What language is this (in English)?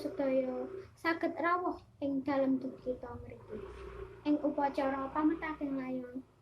Javanese